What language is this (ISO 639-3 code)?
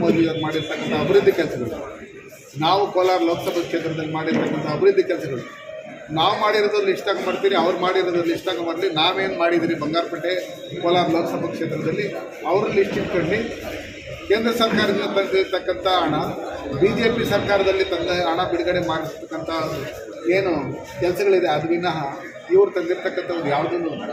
kan